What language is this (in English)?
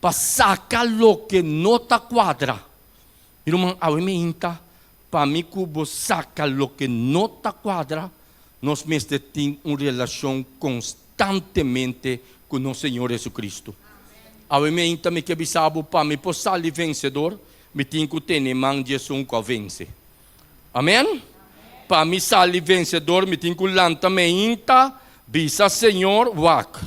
Papiamento